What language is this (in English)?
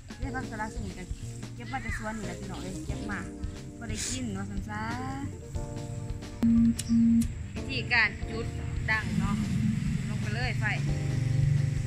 Thai